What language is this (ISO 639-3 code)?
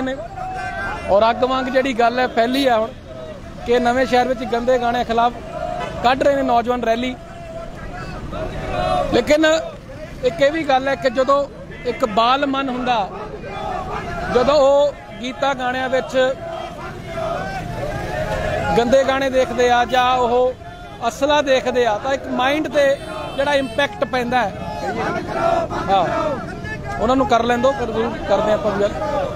pan